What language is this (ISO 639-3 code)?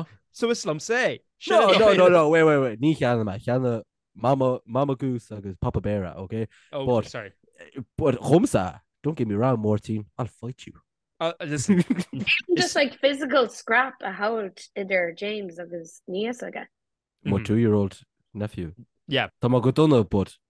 gle